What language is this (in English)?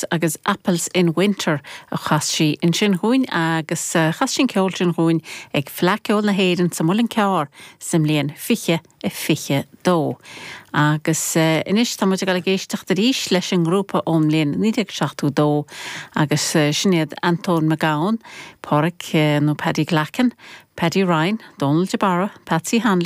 Irish